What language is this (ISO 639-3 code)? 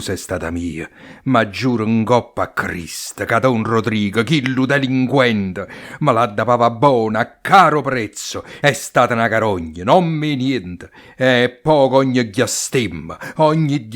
nap